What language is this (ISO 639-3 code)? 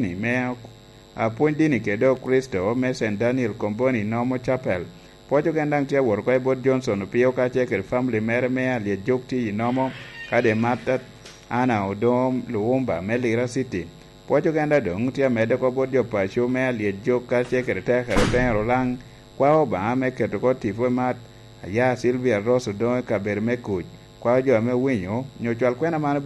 laj